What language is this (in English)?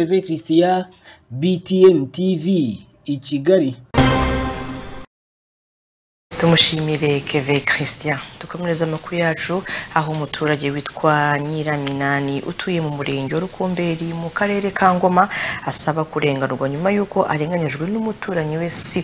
Kinyarwanda